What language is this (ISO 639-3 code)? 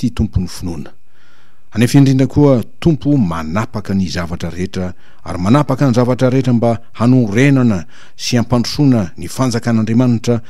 mlg